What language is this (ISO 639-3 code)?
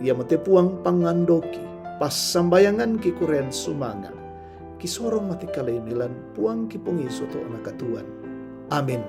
sda